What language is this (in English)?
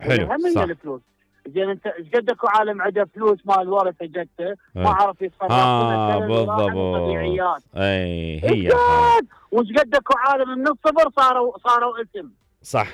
Mesopotamian Arabic